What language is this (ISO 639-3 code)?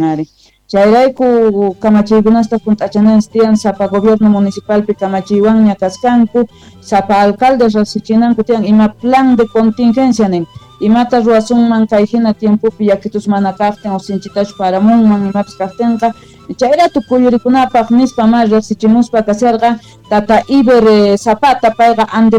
quh